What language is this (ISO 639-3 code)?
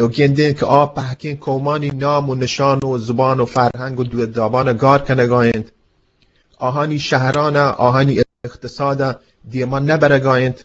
bgp